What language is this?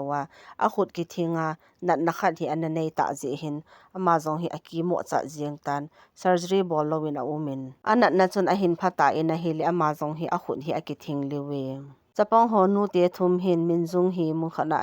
Thado Chin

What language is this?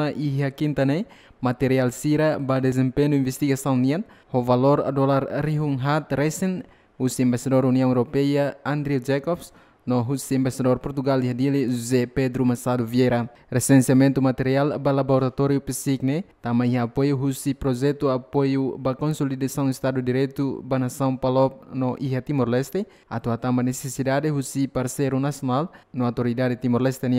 Tetum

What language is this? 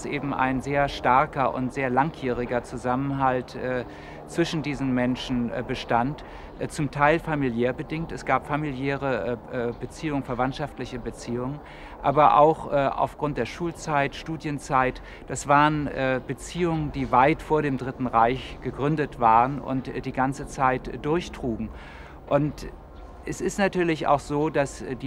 German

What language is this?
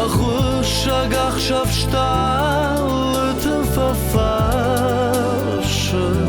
Ossetic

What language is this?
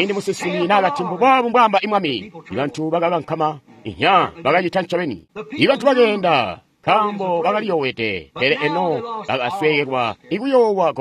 Tonga (Zambia)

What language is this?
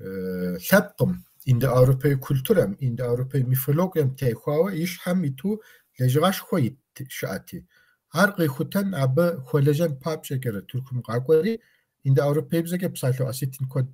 Kabardian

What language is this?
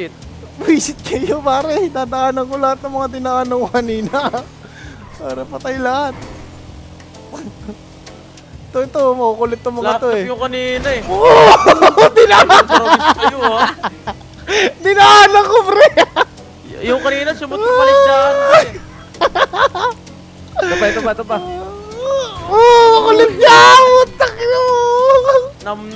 Filipino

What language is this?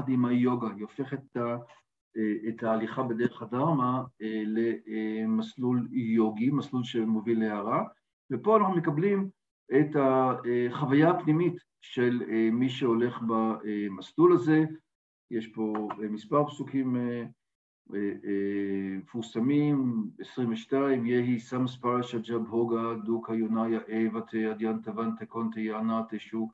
Hebrew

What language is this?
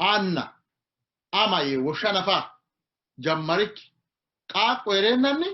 Sidamo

